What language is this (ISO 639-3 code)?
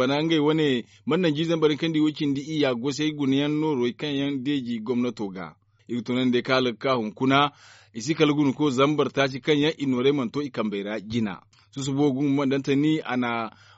dje